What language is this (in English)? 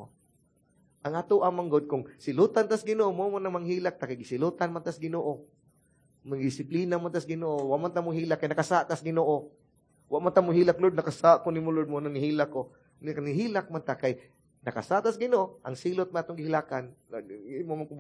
Cebuano